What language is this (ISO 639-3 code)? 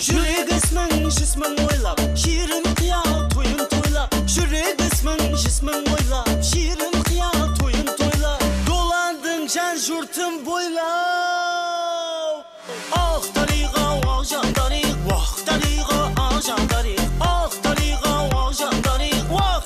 kaa